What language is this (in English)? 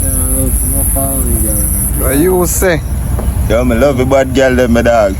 Jamaican Creole English